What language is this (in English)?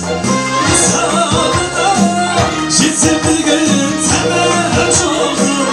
Kara-Kalpak